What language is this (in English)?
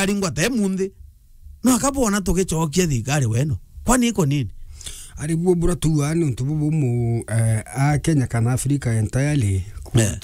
Meru